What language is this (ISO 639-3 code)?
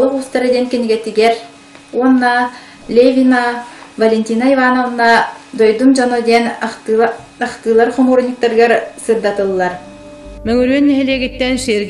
sah